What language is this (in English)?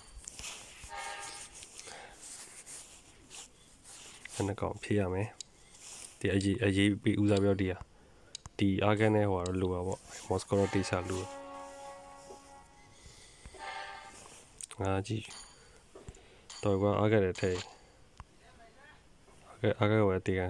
Burmese